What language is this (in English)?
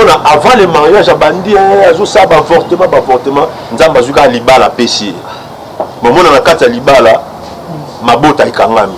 Lingala